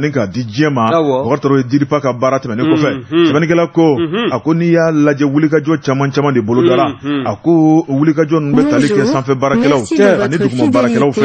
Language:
Bambara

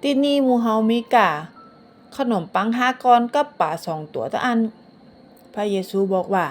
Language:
Northern Thai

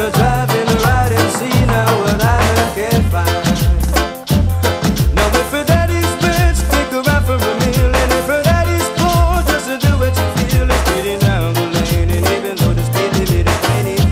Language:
English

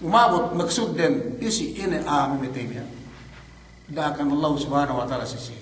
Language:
Yakan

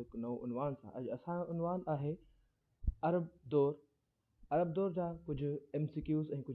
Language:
Sindhi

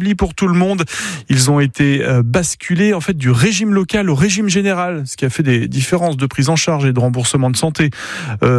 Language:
French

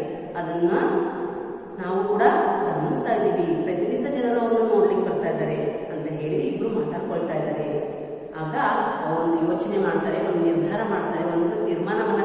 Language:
Kannada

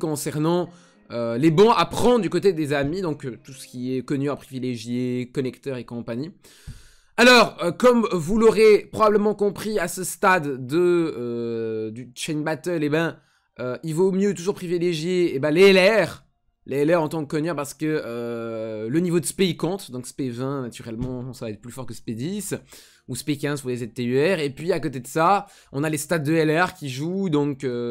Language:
French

